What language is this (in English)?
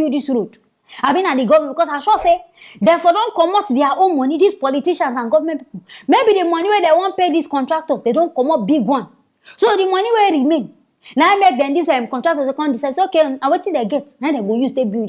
Nigerian Pidgin